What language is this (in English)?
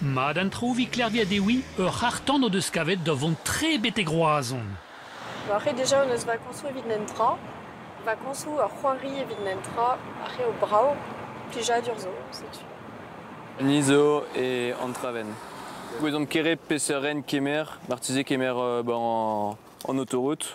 Breton